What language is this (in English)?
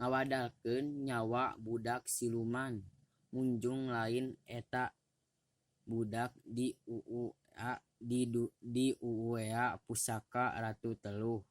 Sundanese